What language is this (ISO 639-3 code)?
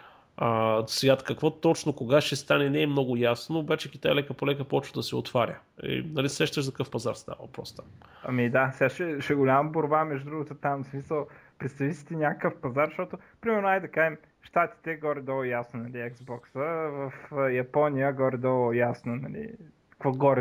bul